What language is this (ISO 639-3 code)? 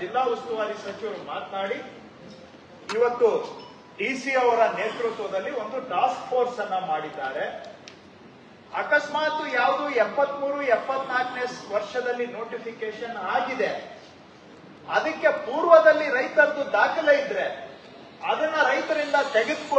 kan